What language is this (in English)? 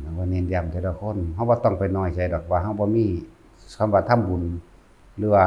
Northeastern Thai